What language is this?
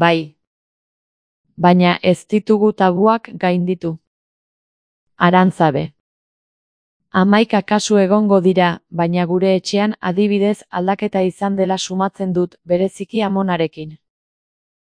Basque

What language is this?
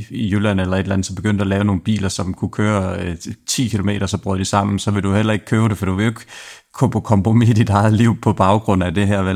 Danish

